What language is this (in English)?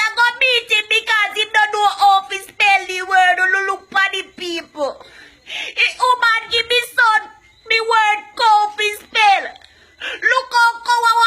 Jamaican Creole English